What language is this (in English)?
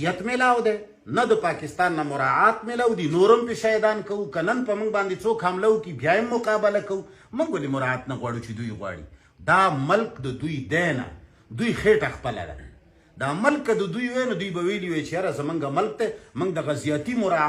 Pashto